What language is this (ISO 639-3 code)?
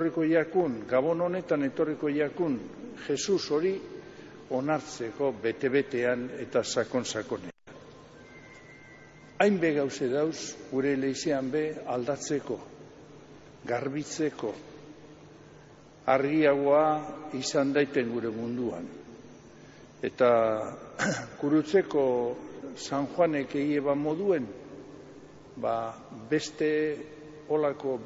eus